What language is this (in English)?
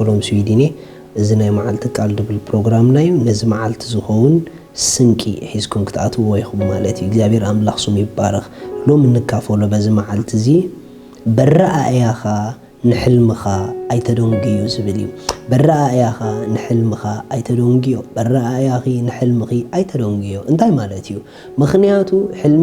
Tigrinya